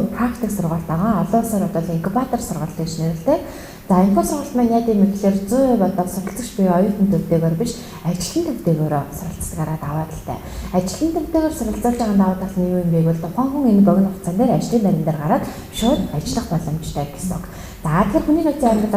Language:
Mongolian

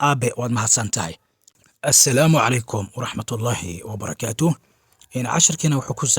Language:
Somali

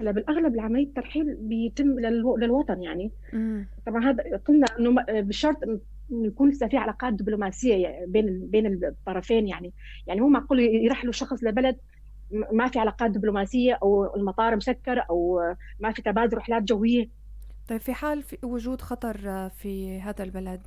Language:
North Levantine Arabic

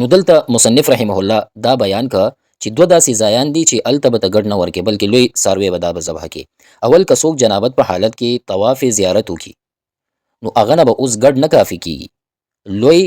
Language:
Pashto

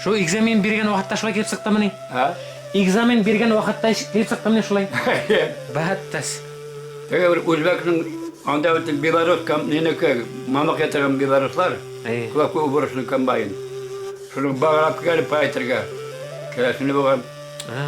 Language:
Bashkir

